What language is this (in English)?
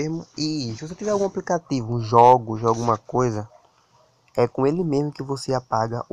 Portuguese